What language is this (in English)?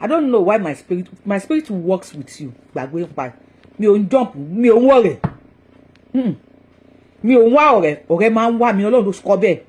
Yoruba